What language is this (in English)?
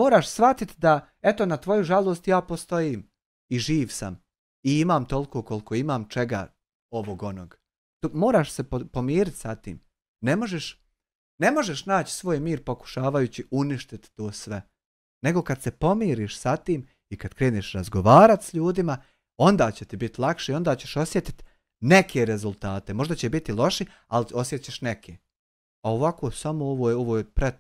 Bosnian